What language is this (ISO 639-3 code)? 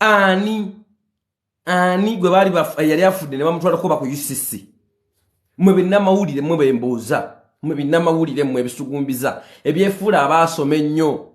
lug